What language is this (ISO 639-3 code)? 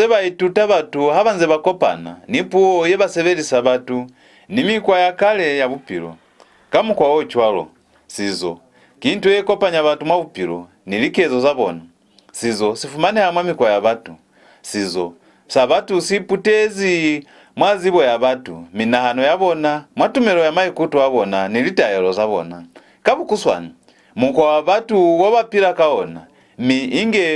loz